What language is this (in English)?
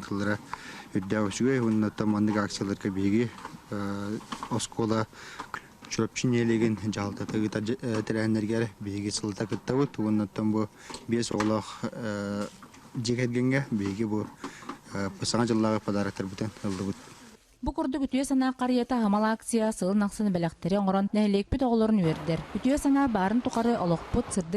Yakut